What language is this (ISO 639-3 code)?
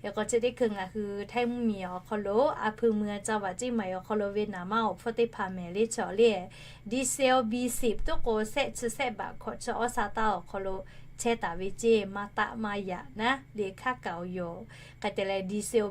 lhu